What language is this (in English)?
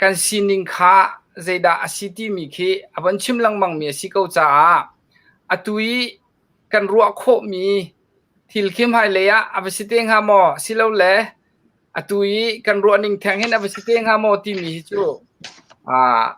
Hakha Chin